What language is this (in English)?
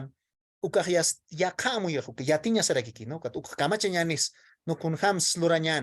Aymara